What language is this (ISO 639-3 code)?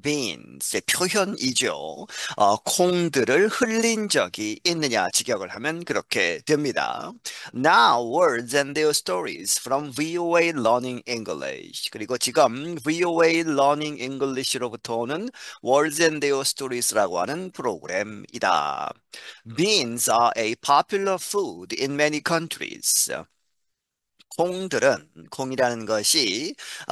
kor